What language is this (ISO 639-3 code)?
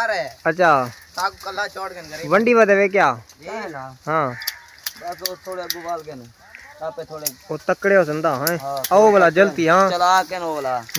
skr